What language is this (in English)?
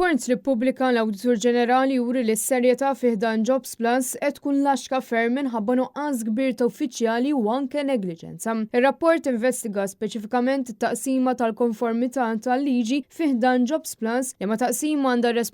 Maltese